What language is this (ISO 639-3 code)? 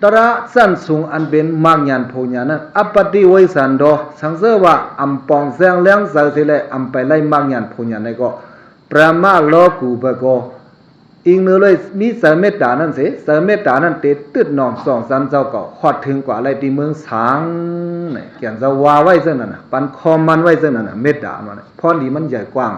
shn